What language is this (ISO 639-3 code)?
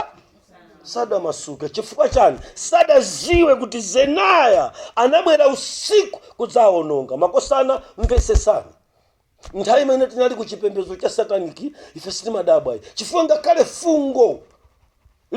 nya